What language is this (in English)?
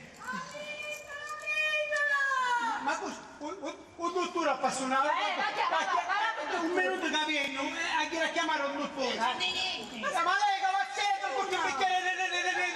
Sicilian